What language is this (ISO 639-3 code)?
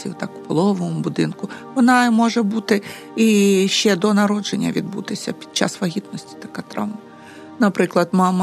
ukr